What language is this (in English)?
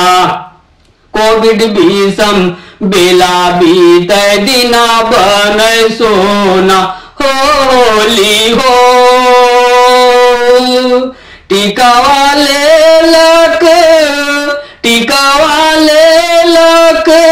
Bhojpuri